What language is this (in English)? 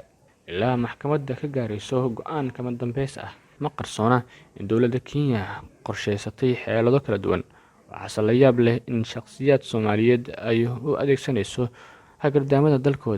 Somali